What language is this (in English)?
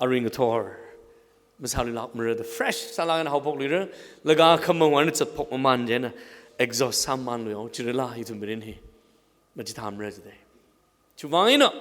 Tangkhul Naga (India)